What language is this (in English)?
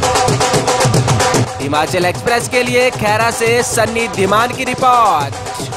Hindi